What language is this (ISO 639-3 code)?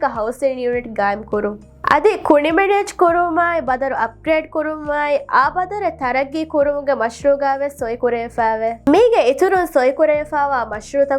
div